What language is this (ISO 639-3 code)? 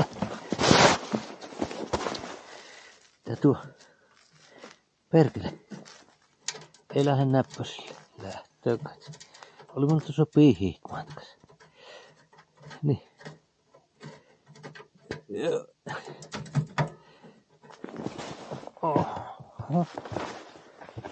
fin